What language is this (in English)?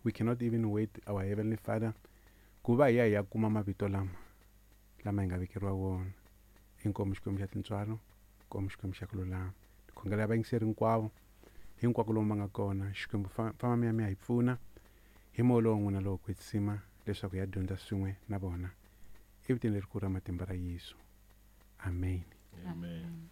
Tsonga